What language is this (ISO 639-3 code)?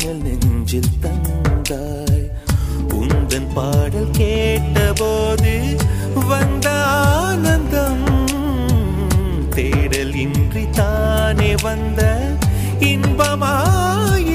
tam